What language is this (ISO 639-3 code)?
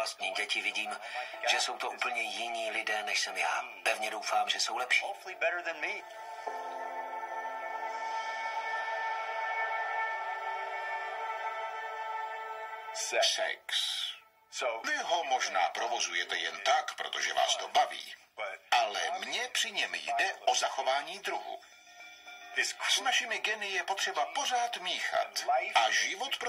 ces